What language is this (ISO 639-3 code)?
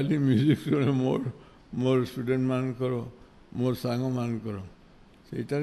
ori